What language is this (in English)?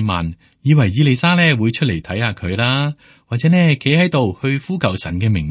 Cantonese